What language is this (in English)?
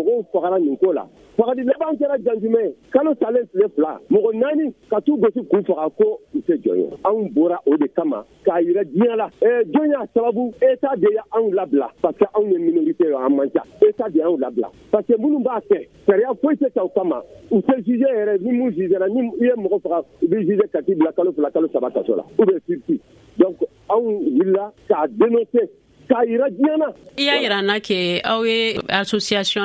Bambara